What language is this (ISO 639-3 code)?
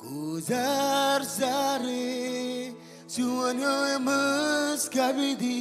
mah